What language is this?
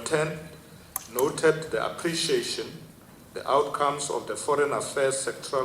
Venda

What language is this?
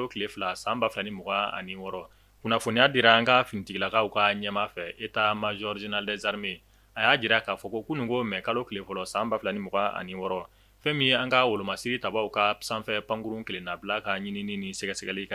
Bambara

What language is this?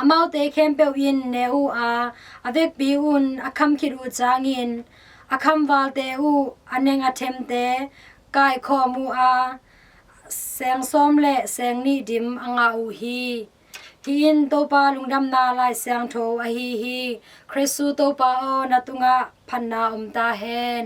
Tedim Chin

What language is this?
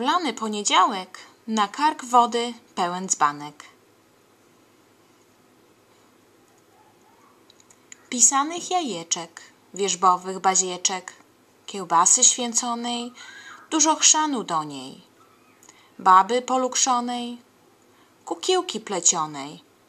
Polish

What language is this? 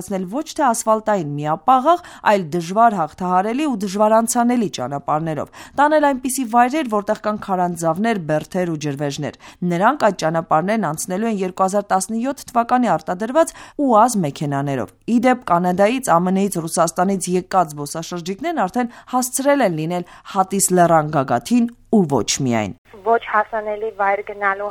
Armenian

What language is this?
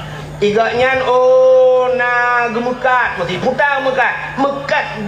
Achinese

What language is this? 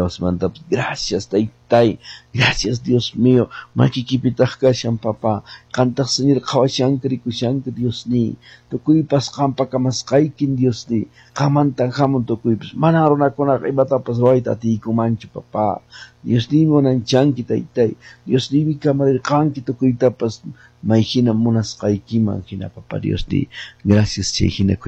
Quechua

